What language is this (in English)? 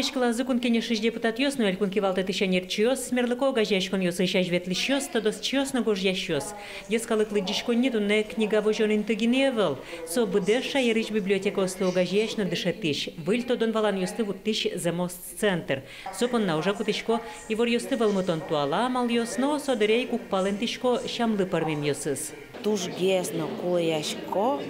Udmurt